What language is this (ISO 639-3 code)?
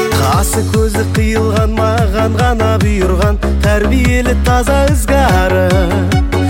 kaz